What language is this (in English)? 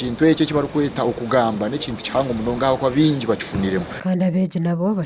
Nyankole